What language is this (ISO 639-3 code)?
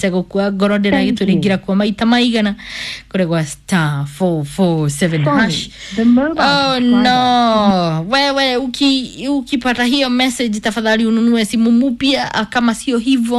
kik